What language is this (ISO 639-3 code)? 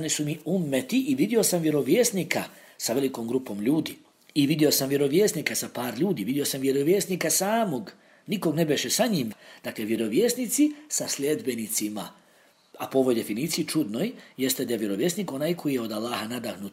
bos